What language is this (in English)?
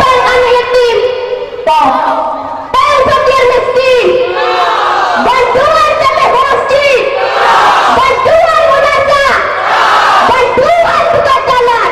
Achinese